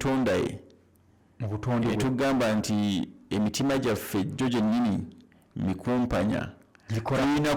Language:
Ganda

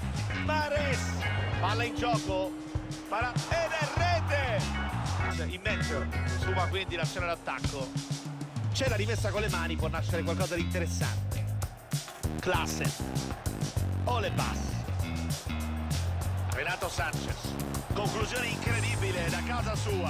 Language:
Italian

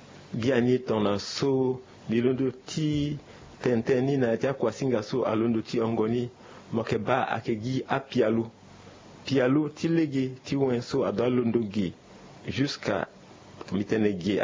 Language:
Sango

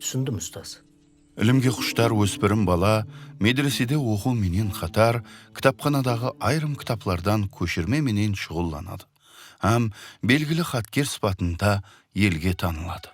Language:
Kara-Kalpak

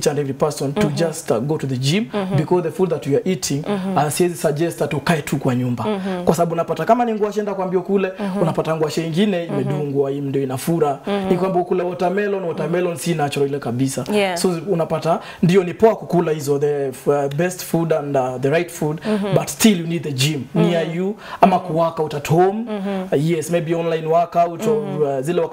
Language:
Swahili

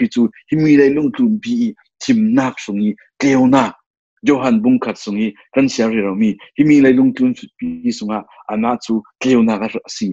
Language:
Falam Chin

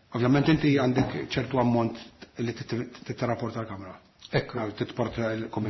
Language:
Maltese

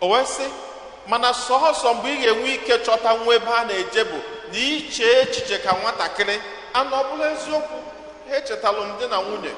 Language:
Igbo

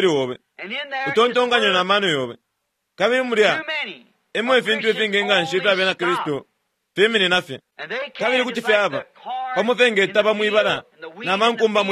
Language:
Bemba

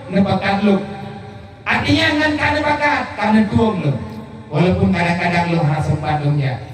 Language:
Achinese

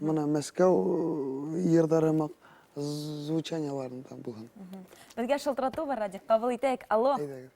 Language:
Bashkir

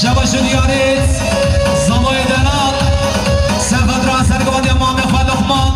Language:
Kurdish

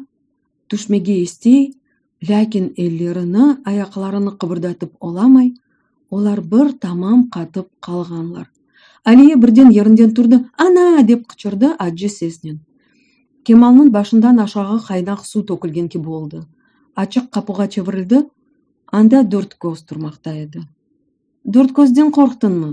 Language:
Crimean Tatar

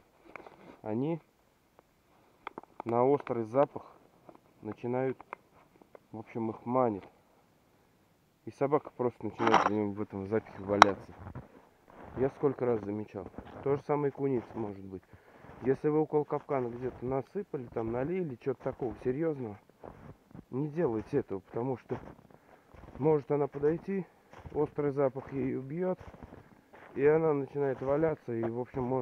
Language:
Russian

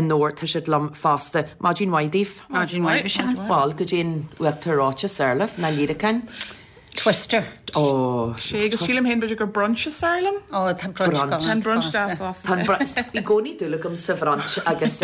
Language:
Irish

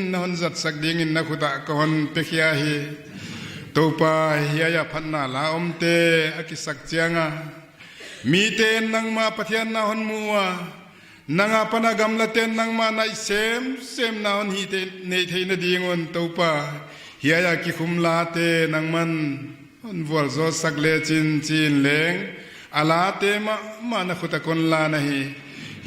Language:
Paite Chin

